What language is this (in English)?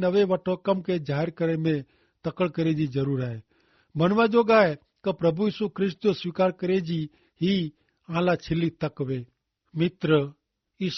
Kachhi